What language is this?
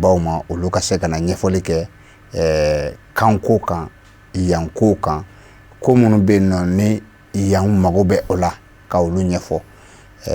Bambara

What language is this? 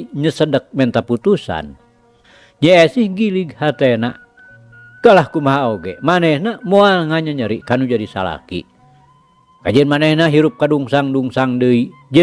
Sundanese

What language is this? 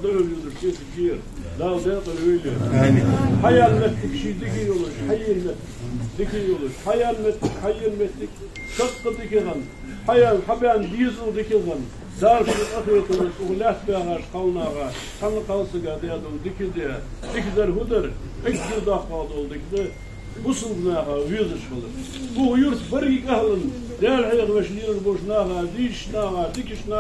Ingush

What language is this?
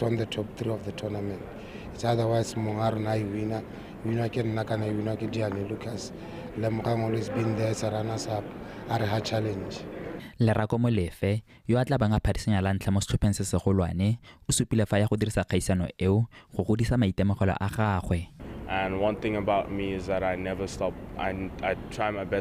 Tswana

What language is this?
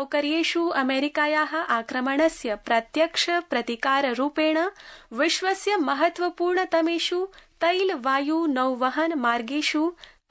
Sanskrit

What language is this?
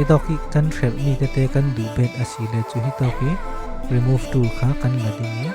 Falam Chin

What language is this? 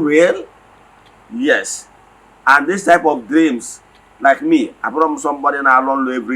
Igbo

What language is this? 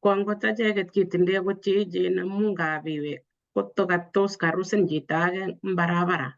Kalenjin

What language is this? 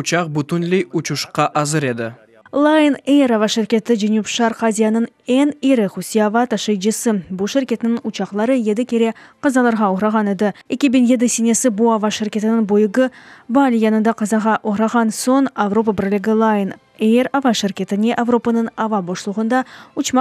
Crimean Tatar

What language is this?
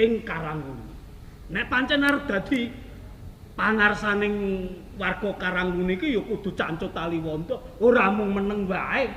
Javanese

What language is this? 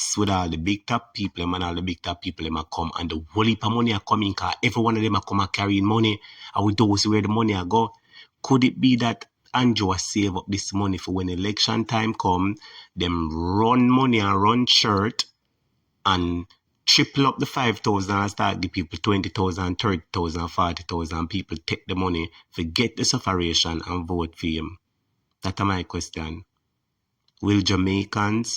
Jamaican Creole English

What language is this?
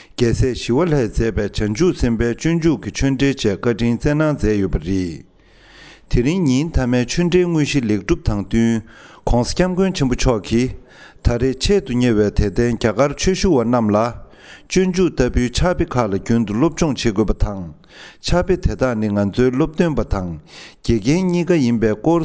Tibetan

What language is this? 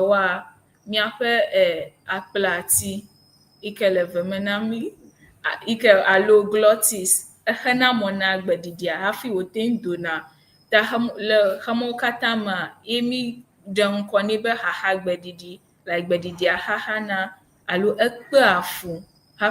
Ewe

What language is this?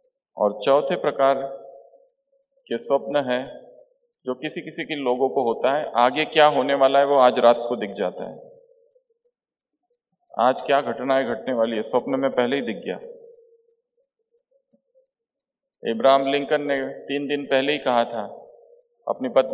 Hindi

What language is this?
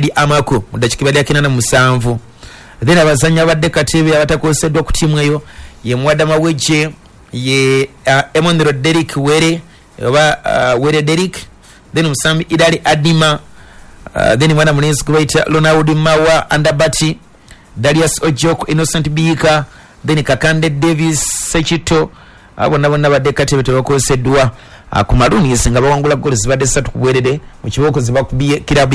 Ganda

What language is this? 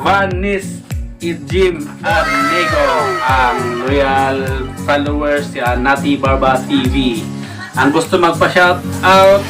Cebuano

